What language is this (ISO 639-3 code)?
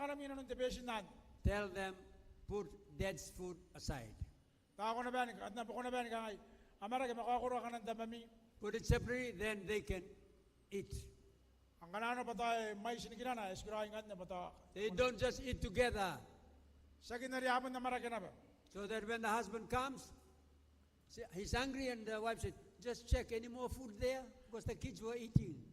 gil